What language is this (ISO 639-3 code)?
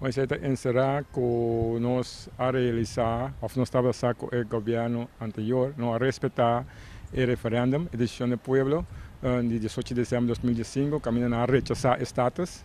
pap